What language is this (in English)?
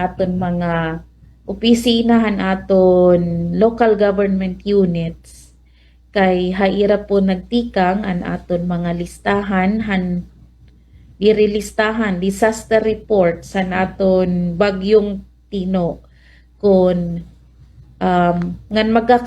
Waray